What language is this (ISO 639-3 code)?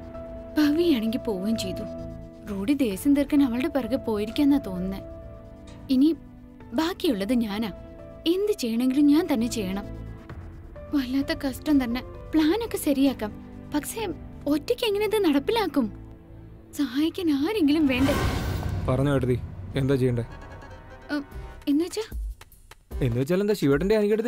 mal